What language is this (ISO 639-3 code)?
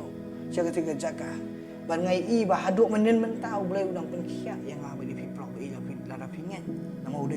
kha